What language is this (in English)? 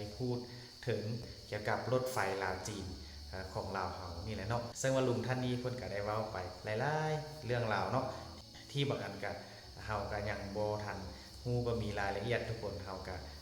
Northeastern Thai